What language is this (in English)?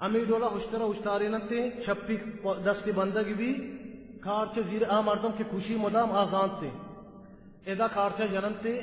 Baluchi